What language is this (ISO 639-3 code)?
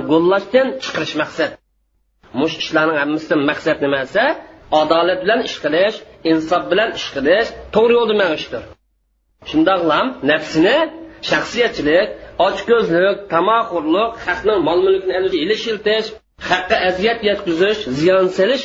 uig